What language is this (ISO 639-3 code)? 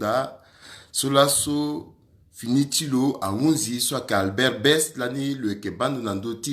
sag